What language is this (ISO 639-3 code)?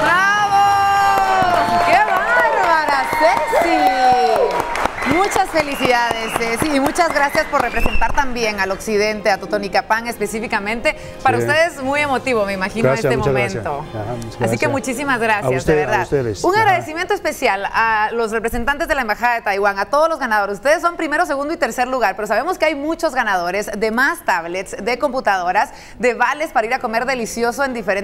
spa